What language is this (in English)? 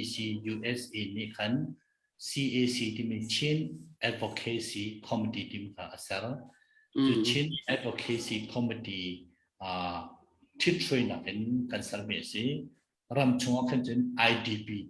Hakha Chin